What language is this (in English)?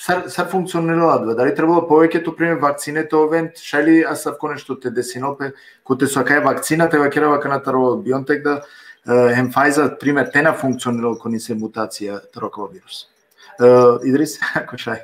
Balkan Romani